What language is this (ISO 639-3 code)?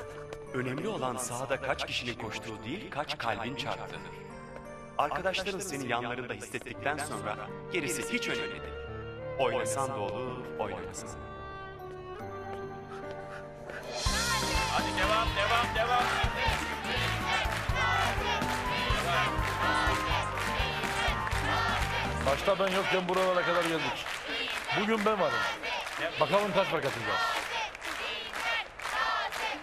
tur